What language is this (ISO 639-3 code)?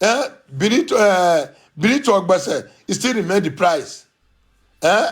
pcm